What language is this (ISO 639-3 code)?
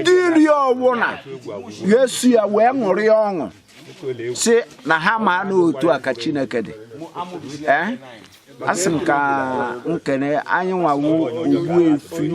ibo